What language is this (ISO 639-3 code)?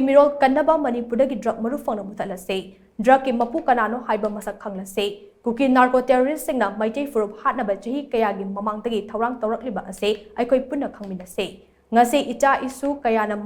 mni